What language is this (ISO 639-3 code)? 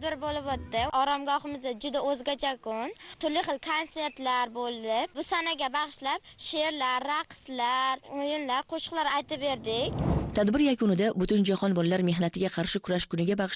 uzb